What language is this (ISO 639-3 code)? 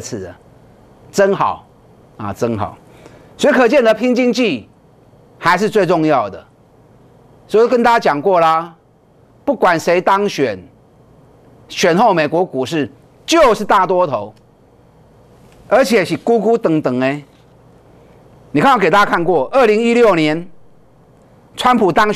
zho